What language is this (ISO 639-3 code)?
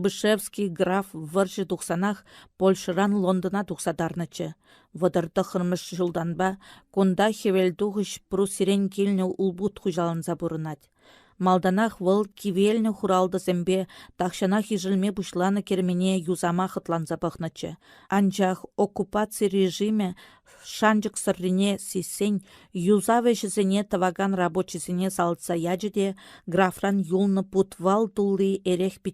chv